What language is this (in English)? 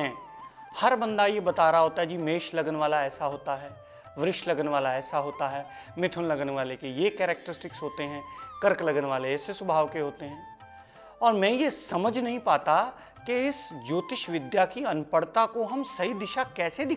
Hindi